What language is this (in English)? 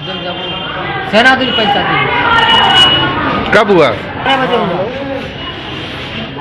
Hindi